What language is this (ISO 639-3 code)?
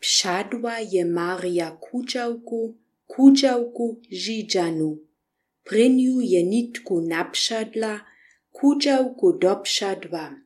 slv